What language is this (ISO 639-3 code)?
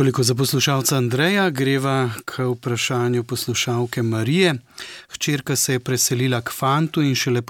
slv